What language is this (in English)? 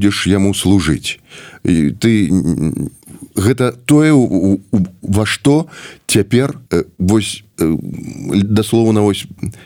Belarusian